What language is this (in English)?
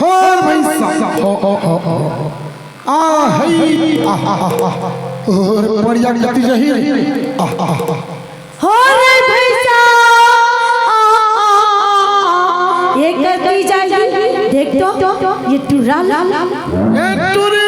Chhattisgarhi